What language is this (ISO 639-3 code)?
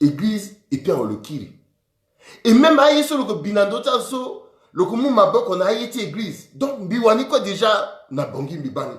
sag